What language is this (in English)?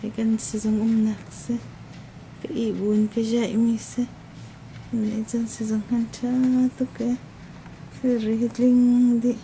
Hakha Chin